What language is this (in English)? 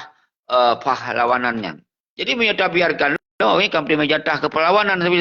Achinese